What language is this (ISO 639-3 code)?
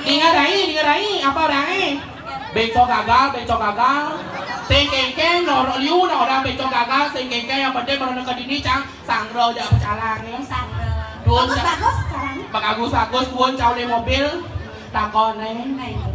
ban